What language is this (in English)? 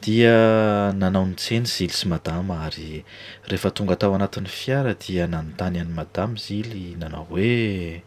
Malagasy